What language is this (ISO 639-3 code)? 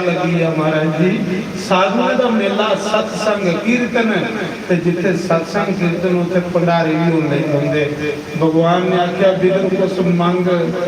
doi